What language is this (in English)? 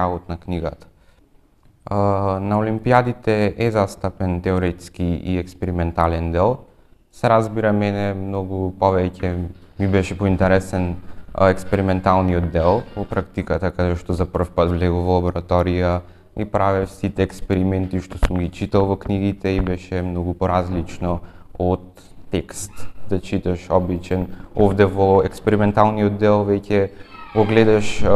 Macedonian